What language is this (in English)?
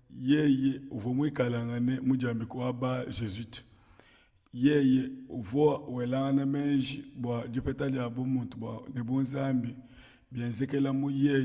Luba-Lulua